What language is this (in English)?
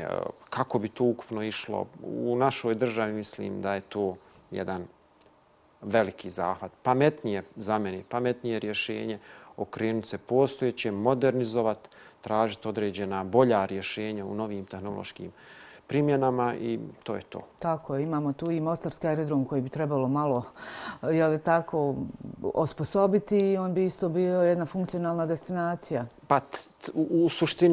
Bosnian